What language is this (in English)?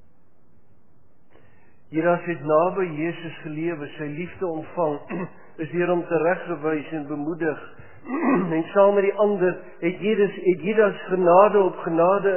Afrikaans